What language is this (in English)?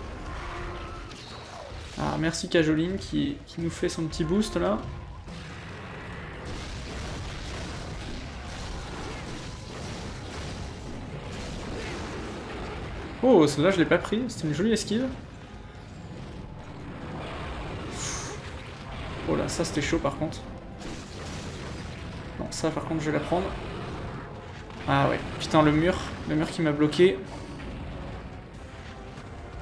French